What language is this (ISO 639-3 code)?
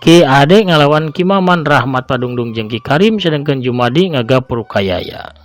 sun